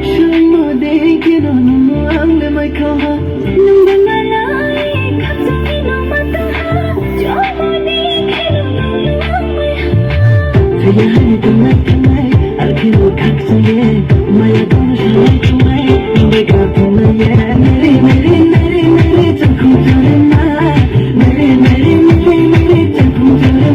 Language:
Kok Borok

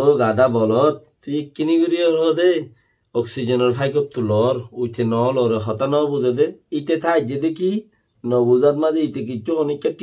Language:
Rohingya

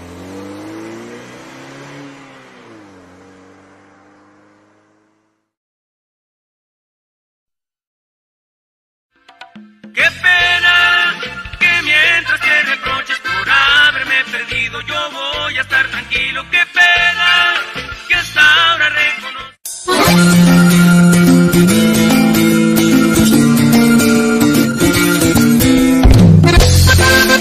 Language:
Spanish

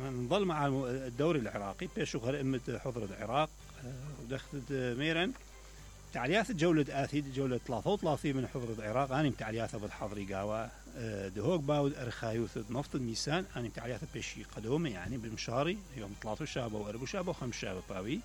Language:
Mesopotamian Arabic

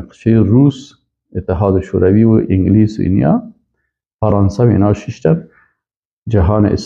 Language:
Persian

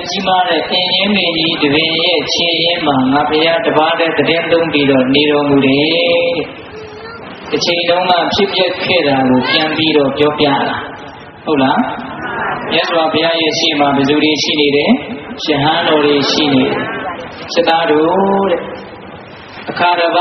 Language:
Burmese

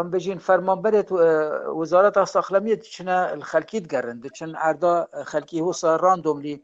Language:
Kurdish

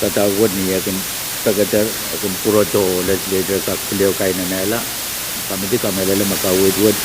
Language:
Pohnpeian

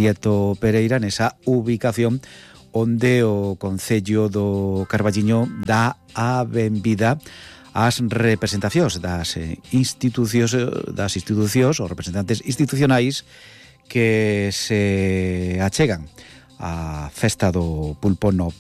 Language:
Galician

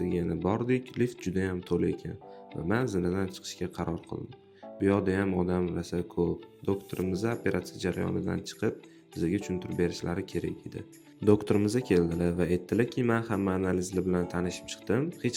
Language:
Uzbek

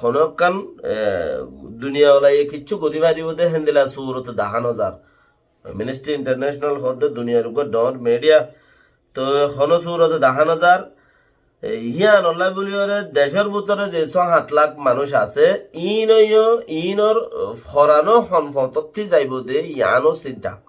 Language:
Rohingya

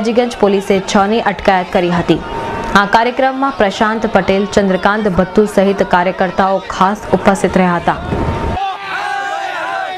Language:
Gujarati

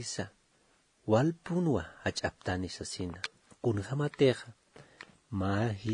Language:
Aymara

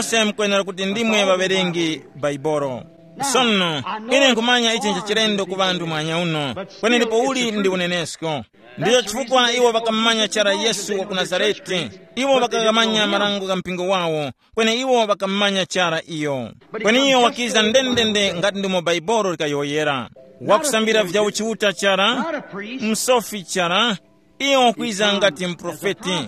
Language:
Tumbuka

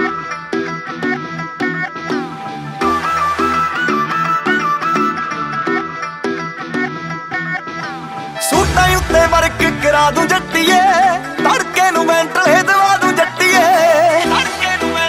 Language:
Punjabi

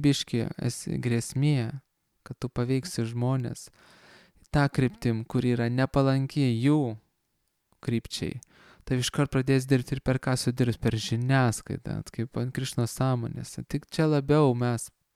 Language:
Lithuanian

